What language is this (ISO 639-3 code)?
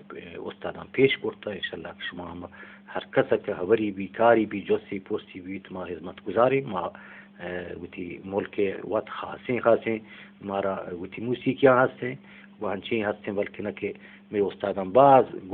bgp